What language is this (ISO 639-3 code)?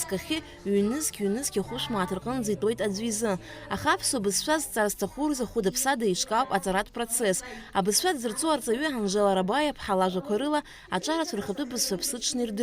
abk